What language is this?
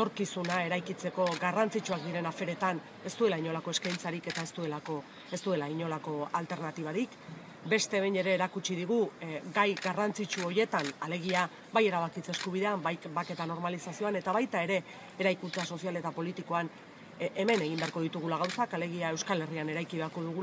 Basque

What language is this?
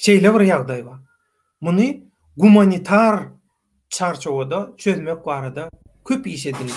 Turkmen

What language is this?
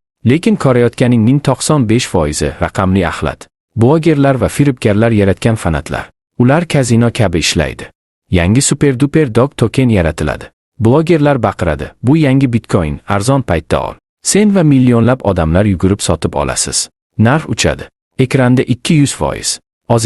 Uzbek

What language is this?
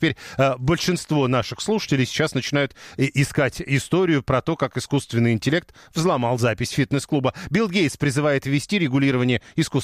Russian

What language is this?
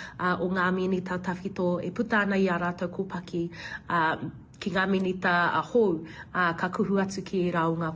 Māori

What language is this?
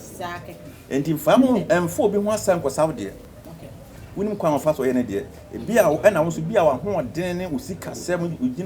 Akan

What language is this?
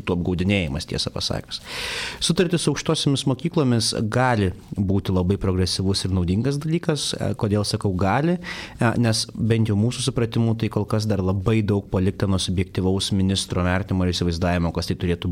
Lithuanian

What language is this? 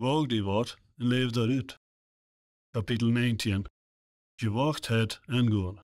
Plautdietsch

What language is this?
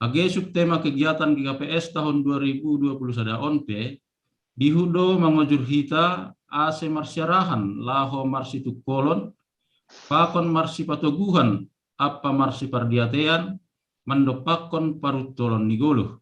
Batak Simalungun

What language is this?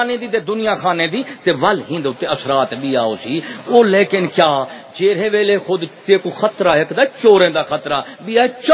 Saraiki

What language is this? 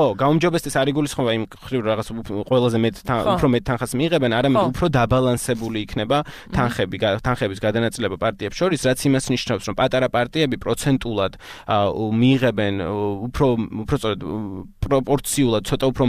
Georgian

